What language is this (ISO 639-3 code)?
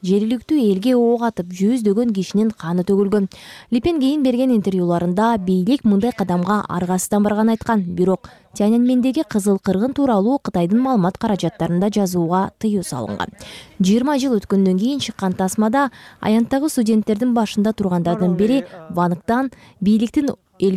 kir